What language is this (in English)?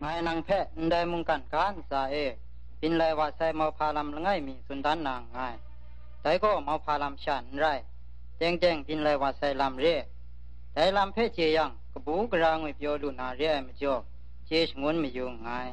Kachin